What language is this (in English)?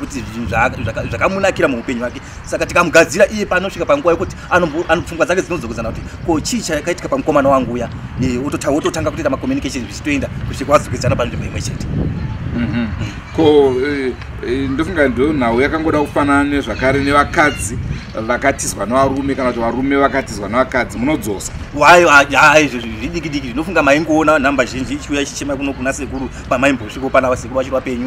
Shona